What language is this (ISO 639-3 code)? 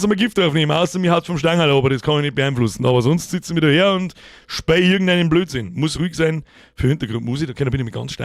bar